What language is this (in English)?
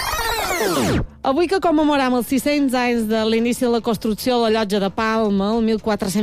Catalan